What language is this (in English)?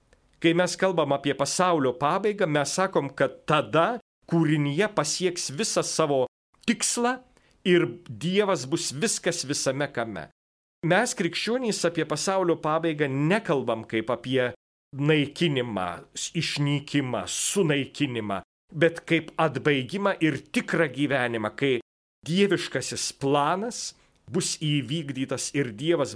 Lithuanian